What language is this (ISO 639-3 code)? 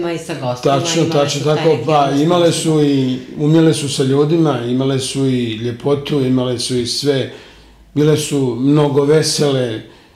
srp